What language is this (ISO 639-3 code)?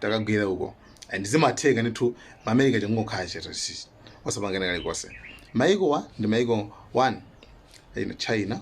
nya